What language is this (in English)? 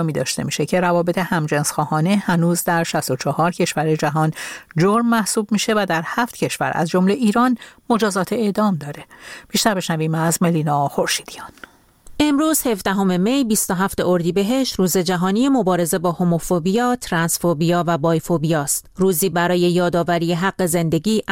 Persian